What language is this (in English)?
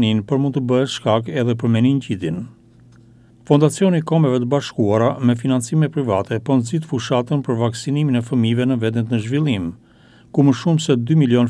Albanian